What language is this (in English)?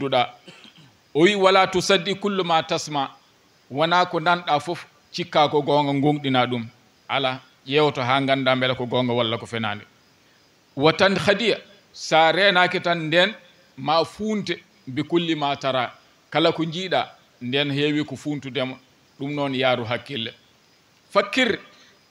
Fula